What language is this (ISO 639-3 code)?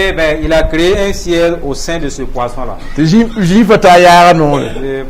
mos